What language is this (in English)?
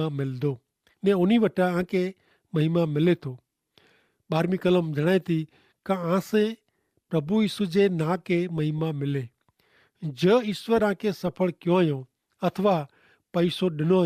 Kachhi